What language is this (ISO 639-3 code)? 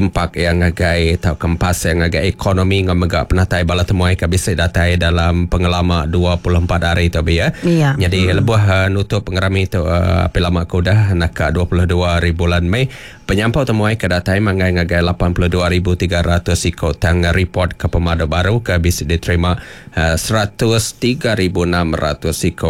iba